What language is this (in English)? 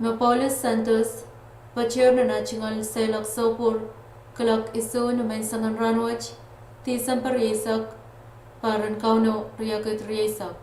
Pohnpeian